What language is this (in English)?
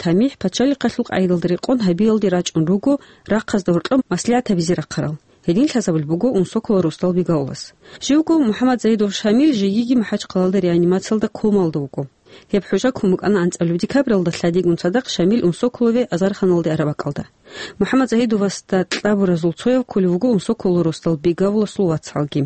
Avaric